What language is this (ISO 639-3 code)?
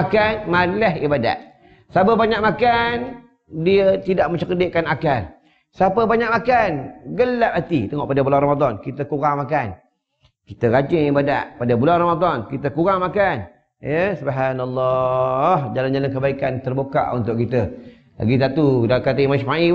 msa